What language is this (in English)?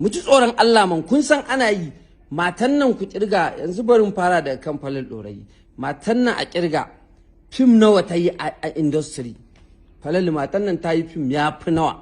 Hausa